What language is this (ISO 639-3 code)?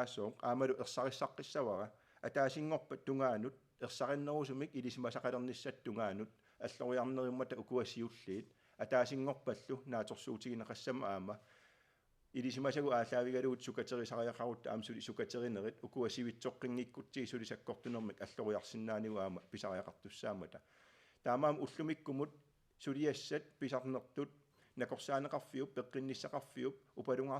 kal